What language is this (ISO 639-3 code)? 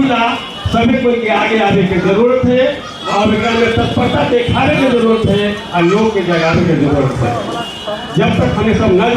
mag